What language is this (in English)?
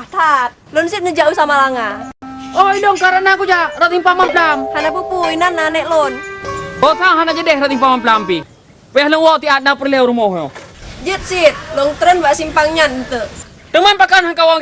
Achinese